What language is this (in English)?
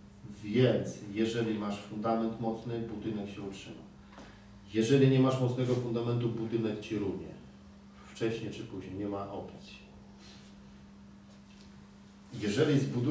Polish